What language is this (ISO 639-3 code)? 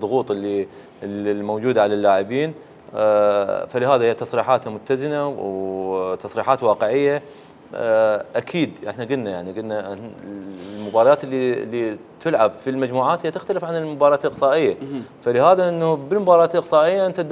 acm